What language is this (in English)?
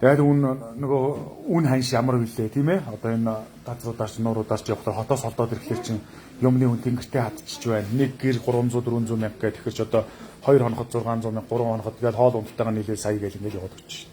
Mongolian